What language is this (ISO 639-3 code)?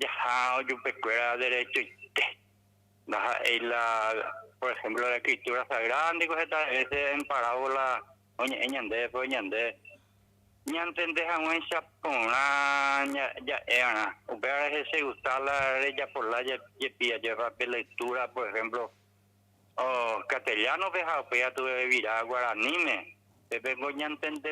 grn